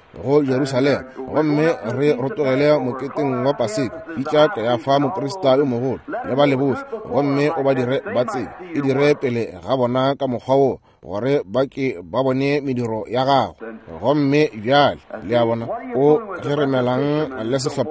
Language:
Northern Sotho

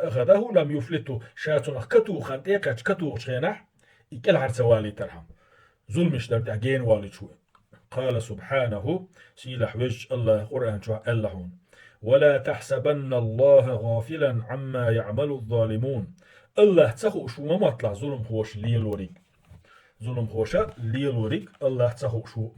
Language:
Chechen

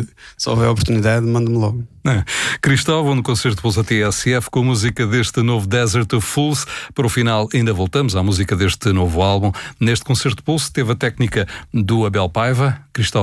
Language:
Portuguese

